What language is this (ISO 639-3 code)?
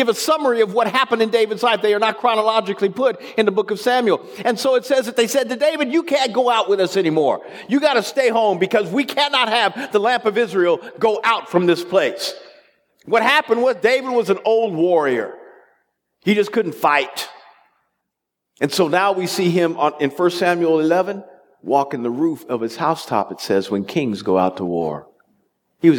eng